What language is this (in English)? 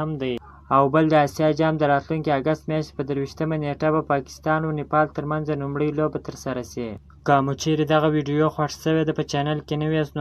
Pashto